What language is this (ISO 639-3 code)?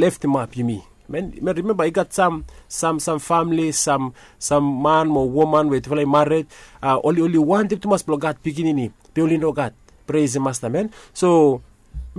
bis